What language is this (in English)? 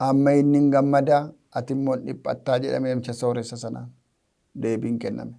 Oromo